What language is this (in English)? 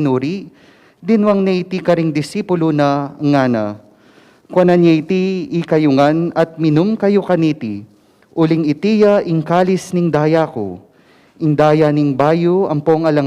Pampanga